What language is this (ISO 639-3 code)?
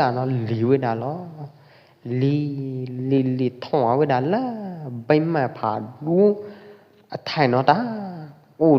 kjp